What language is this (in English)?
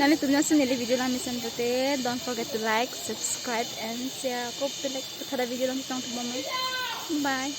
Karbi